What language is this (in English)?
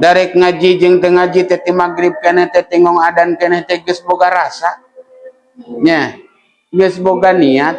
Sundanese